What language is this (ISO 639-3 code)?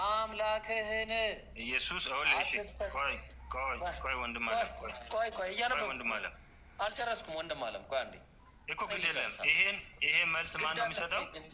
amh